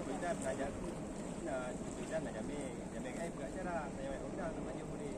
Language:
Achinese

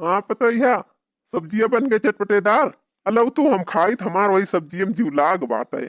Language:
Awadhi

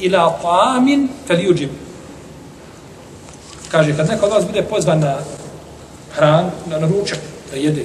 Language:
Bosnian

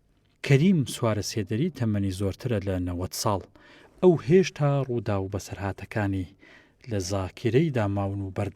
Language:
Central Kurdish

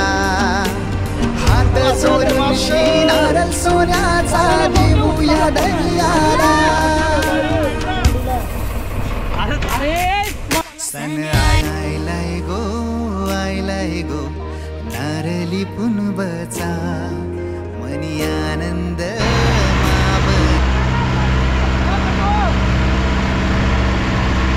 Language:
Marathi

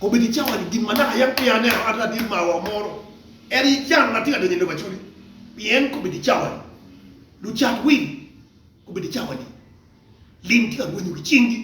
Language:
Acoli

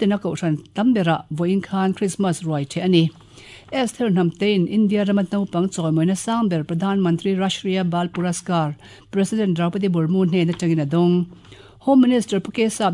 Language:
Mizo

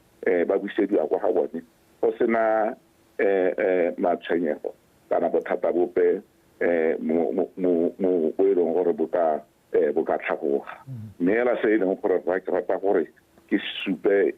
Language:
Tswana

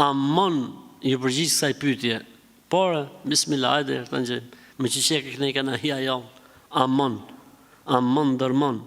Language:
Albanian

